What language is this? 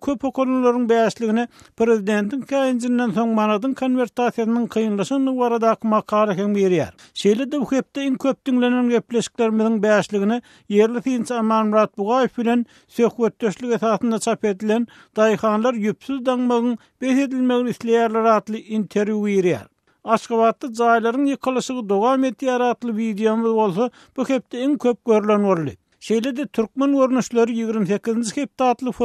Turkmen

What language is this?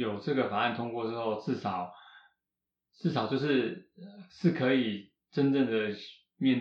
Chinese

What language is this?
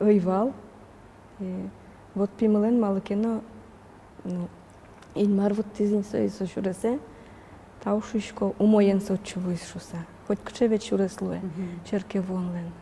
Udmurt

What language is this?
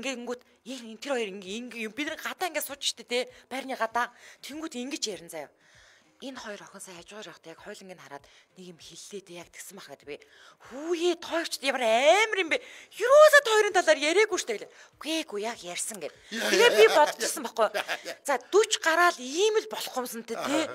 Mongolian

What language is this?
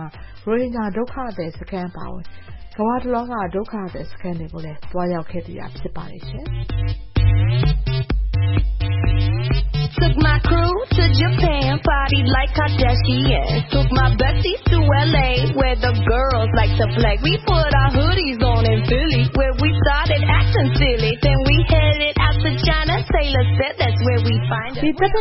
Burmese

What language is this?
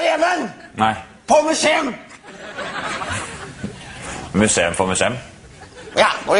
Norwegian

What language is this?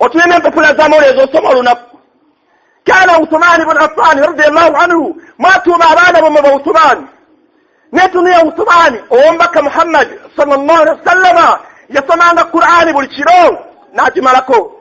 Ganda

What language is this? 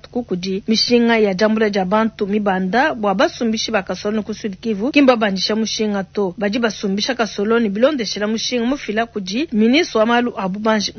Luba-Lulua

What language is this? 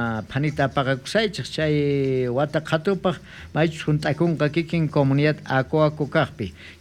South Bolivian Quechua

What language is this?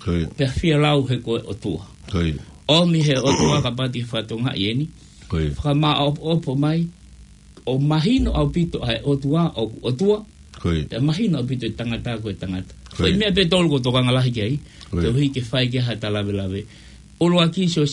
Tongan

